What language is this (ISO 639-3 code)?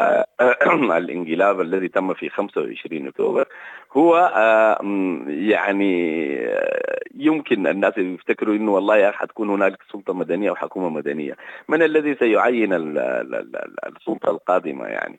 apd